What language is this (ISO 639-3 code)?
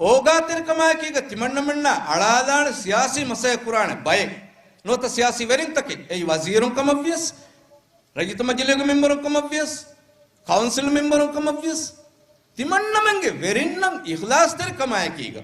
div